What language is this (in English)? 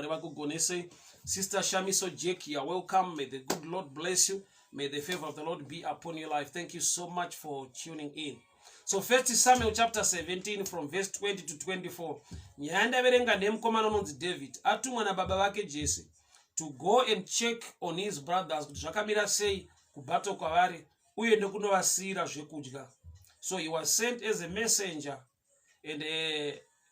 Shona